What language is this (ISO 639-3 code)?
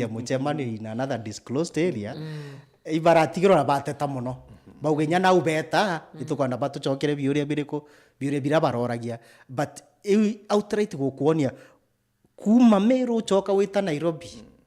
mer